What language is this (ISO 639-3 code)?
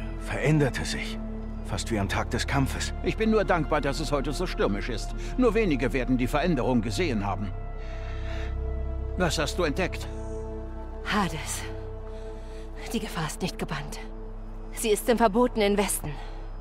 deu